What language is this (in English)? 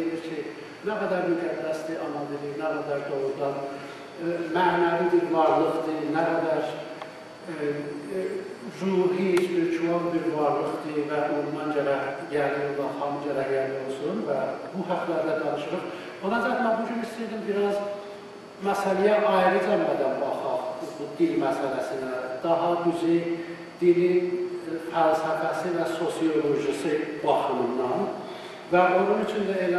South Azerbaijani